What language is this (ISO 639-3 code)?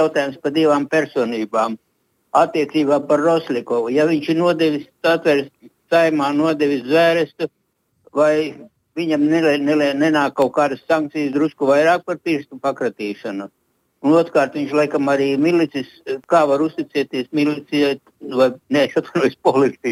lav